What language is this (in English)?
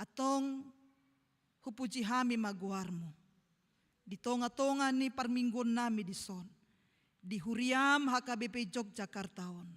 Batak Toba